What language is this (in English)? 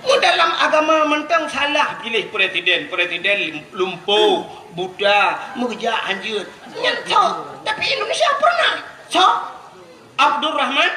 Achinese